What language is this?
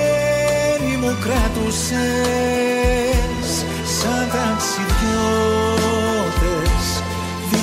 Greek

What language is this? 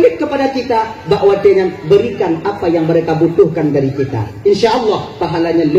Achinese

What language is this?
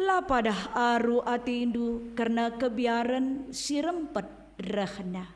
Batak Karo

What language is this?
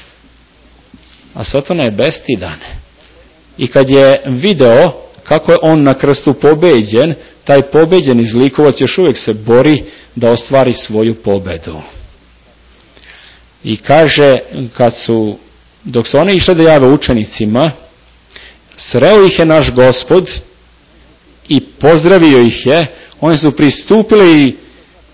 Serbian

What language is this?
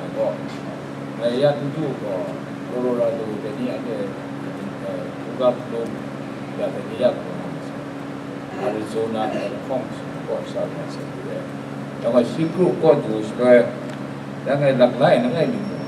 Kachin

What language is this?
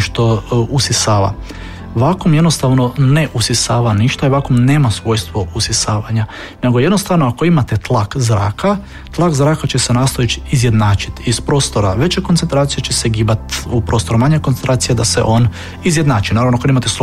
Croatian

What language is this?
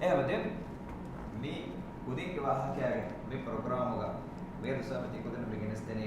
Divehi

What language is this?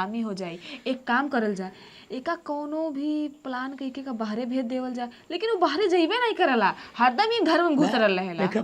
Bhojpuri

